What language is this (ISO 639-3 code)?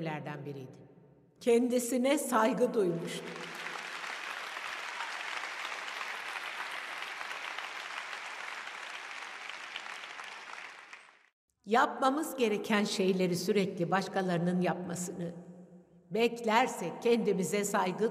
tur